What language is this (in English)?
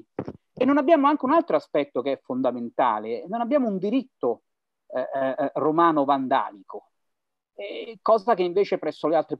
Italian